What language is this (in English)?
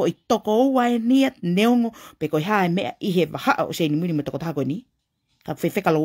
Tongan